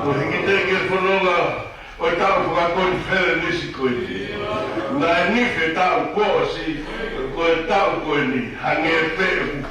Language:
Tongan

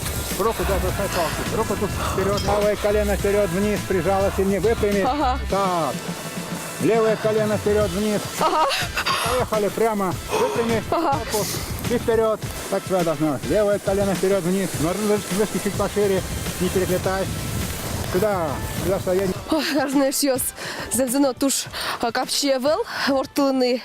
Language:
Udmurt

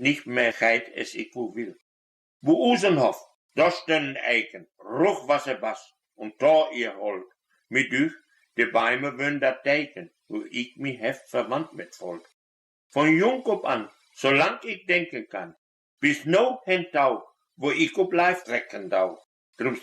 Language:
Westphalien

